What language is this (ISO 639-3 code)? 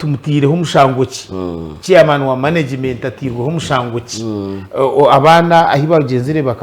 nyn